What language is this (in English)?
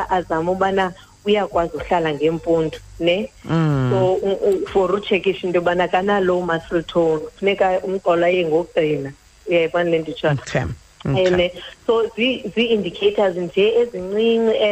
Xhosa